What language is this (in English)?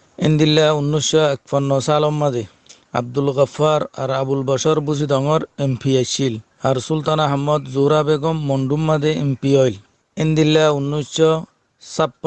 Rohingya